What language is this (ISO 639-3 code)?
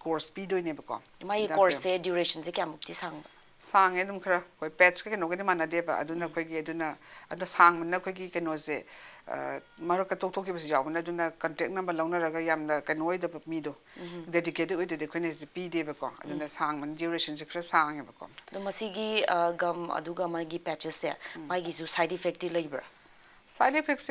mni